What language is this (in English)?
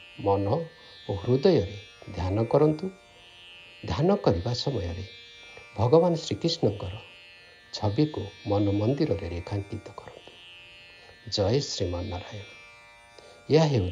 Odia